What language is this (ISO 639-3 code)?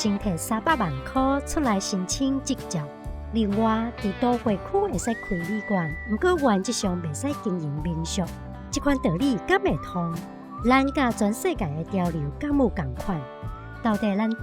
nan